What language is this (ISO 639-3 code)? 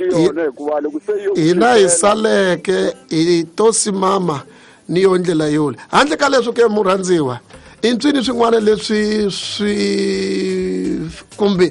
tso